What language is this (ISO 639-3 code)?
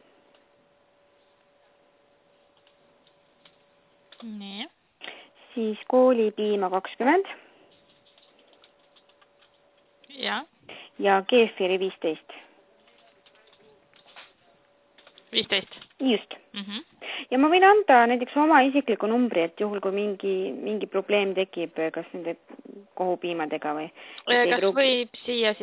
est